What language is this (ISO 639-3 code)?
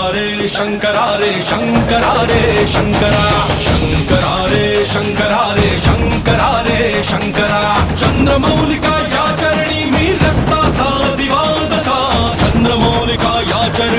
mar